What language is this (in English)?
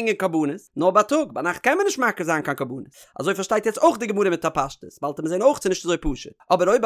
Yiddish